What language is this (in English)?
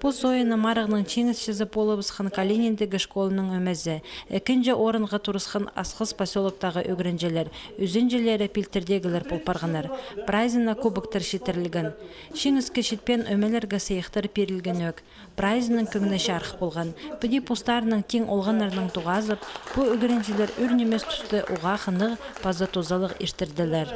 Khakas